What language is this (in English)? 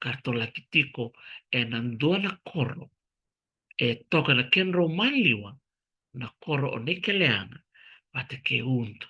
Fijian